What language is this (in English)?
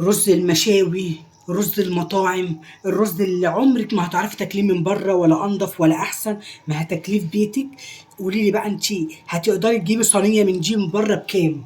Egyptian Arabic